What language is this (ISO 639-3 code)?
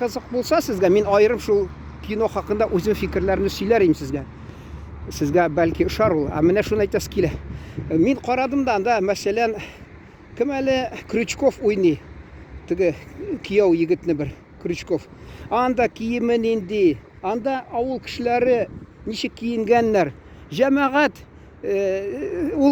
tat